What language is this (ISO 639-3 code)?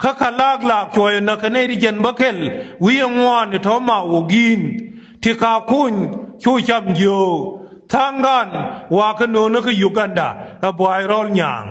nus